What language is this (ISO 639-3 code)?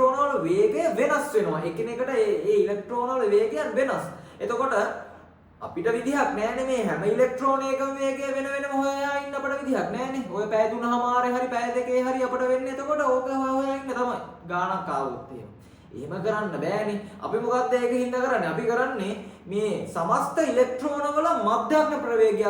sin